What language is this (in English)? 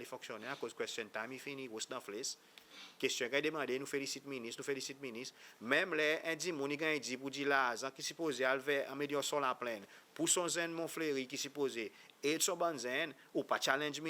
Seselwa Creole French